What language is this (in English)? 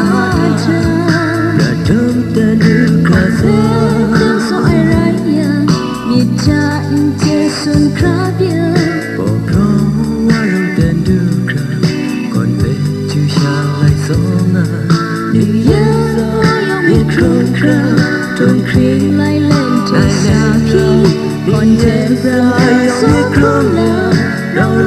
Kachin